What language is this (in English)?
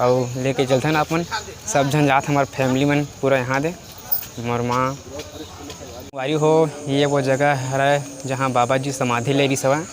Chhattisgarhi